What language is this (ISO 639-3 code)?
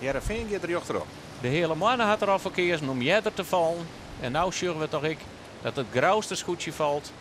fry